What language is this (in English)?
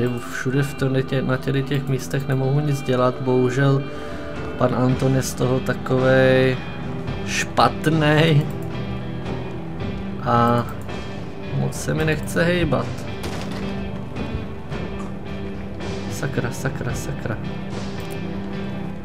Czech